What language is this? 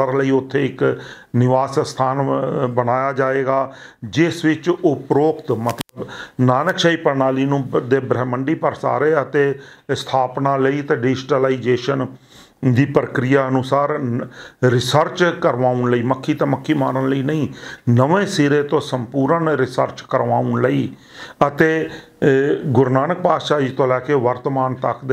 Punjabi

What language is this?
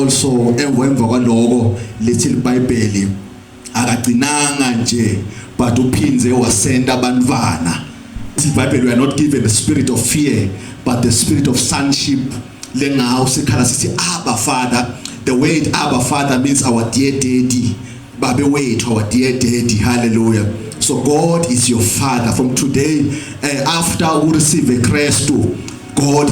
Zulu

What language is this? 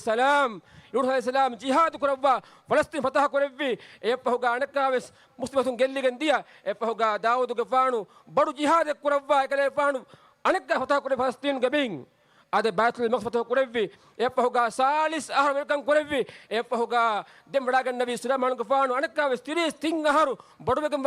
Divehi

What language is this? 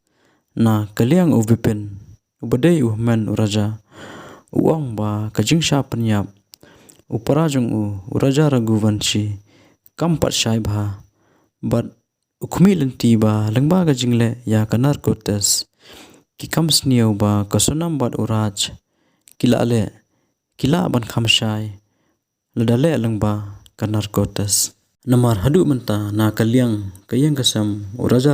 Khasi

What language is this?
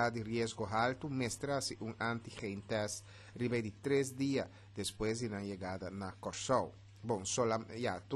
Papiamento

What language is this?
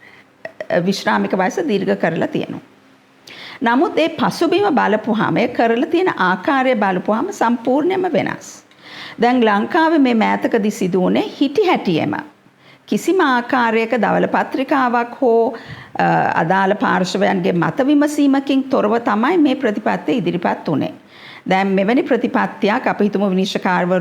Sinhala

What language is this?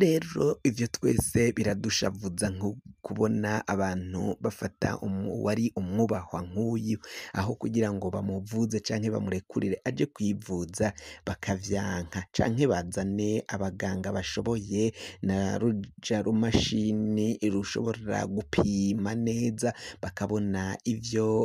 Rundi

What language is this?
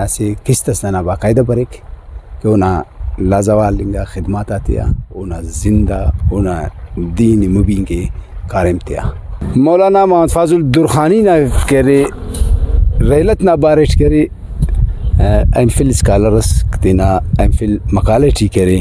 Brahui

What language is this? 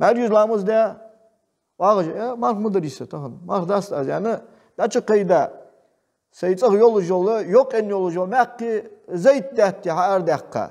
Ingush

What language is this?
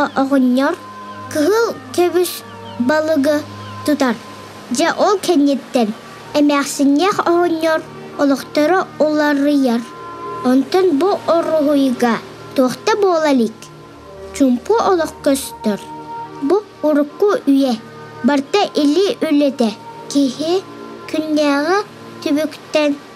Yakut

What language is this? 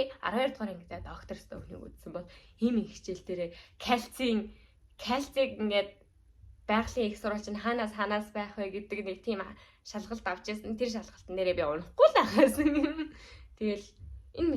Mongolian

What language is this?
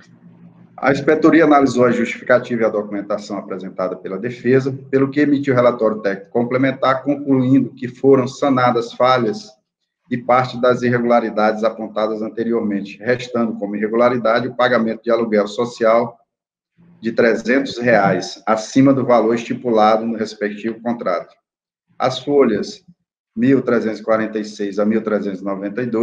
Portuguese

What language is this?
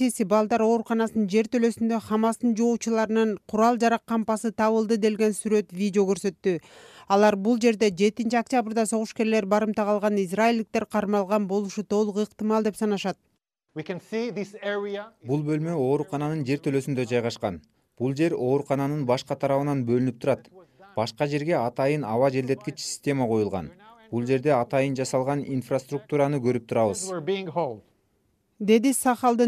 Kyrgyz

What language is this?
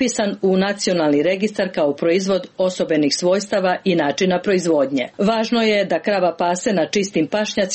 Serbian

